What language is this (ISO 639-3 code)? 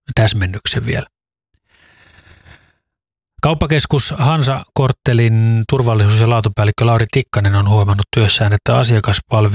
fin